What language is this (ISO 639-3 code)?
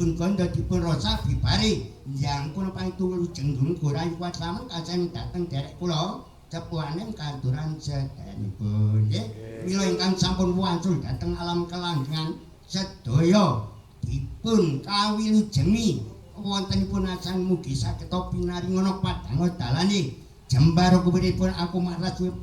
jav